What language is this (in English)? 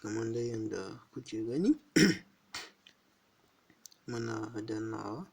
Hausa